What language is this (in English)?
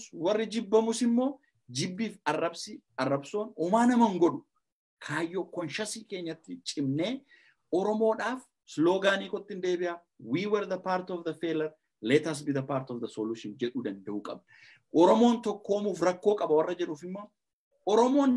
Oromo